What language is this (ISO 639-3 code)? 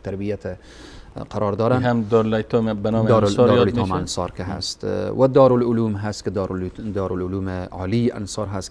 fas